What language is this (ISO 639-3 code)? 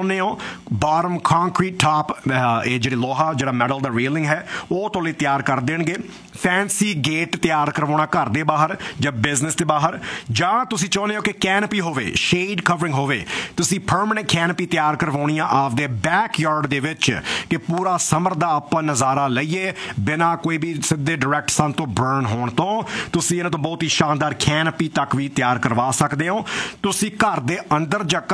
pan